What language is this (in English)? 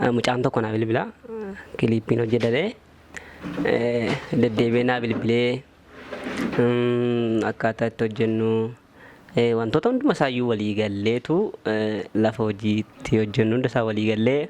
Oromo